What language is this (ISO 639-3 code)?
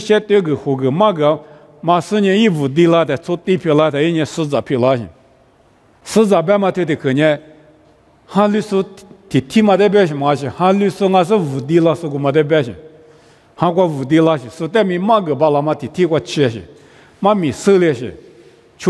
lis